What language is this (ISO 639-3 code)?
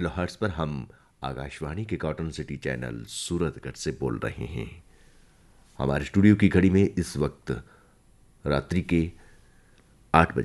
hin